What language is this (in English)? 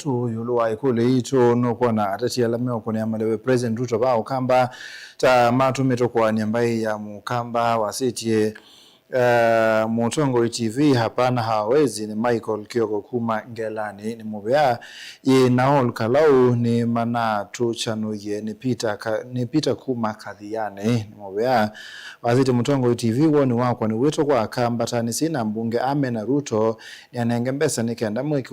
Kamba